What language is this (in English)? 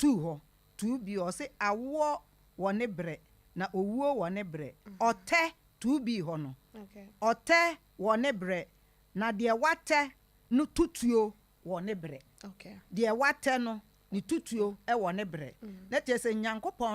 Akan